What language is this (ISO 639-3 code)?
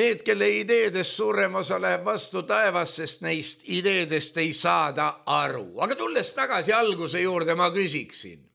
est